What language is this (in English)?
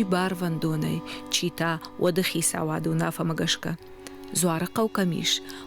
Ossetic